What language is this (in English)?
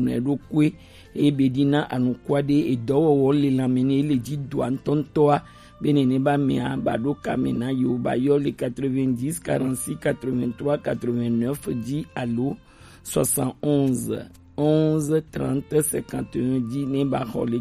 Gen